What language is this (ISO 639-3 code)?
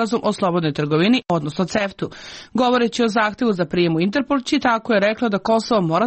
srp